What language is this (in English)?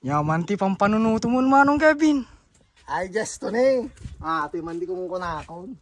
Iloko